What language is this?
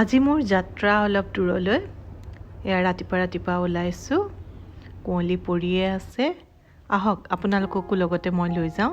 Assamese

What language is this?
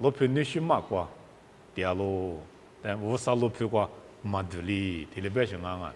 Lisu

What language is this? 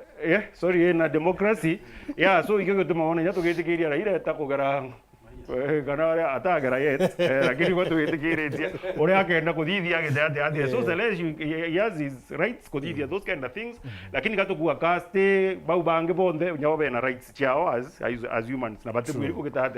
Meru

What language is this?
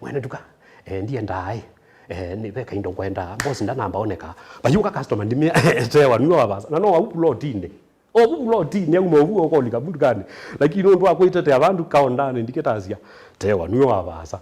Kamba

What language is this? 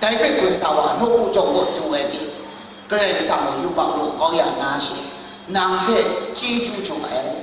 Kachin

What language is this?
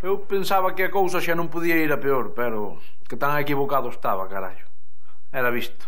Galician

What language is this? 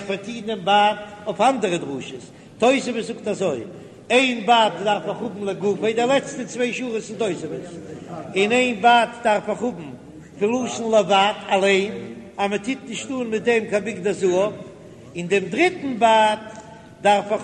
Yiddish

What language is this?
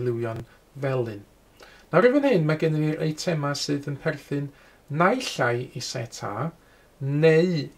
Welsh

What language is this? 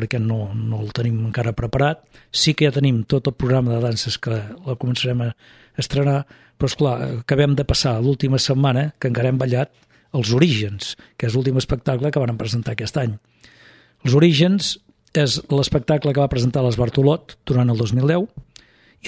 Catalan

